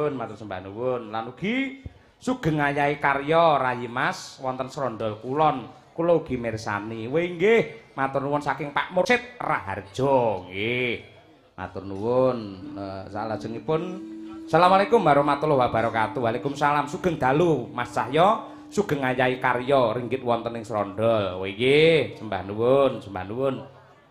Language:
Javanese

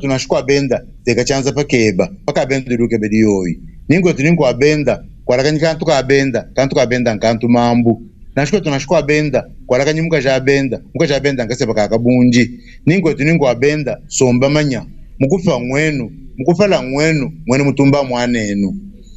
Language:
Luba-Lulua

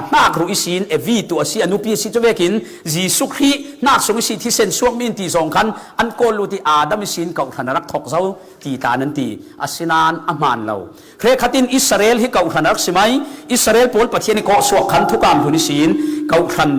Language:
Falam Chin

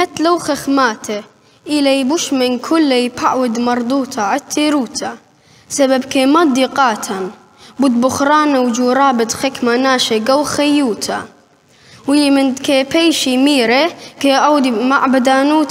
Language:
Assyrian Neo-Aramaic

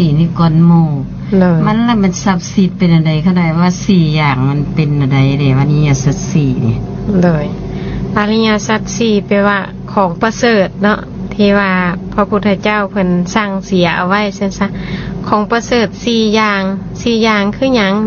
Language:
Lao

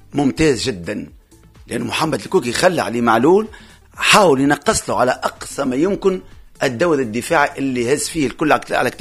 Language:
Tunisian Arabic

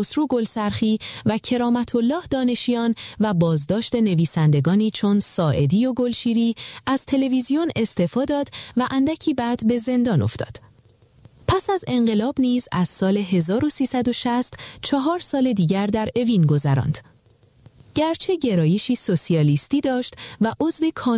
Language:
Persian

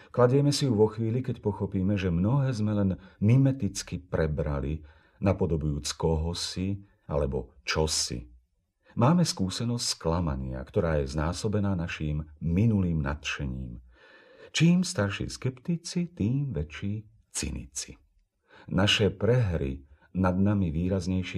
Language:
Slovak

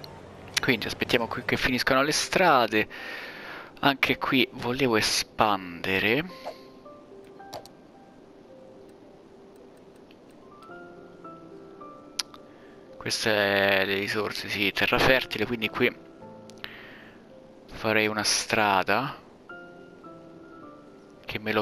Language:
Italian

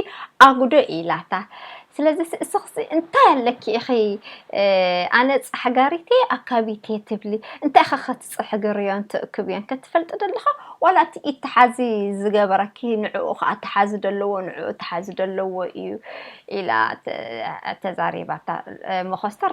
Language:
Tigrinya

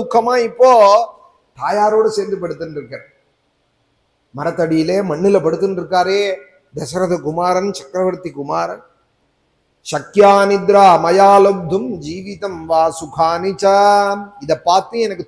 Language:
Tamil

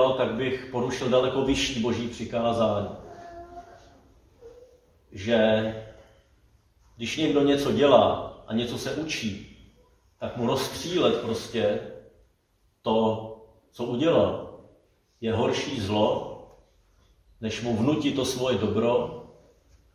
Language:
Czech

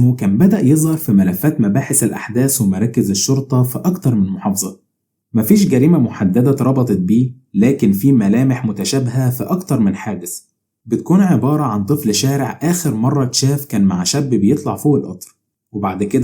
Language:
Egyptian Arabic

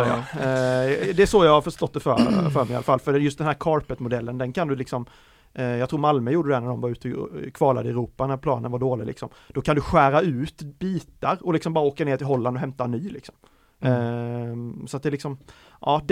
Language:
Swedish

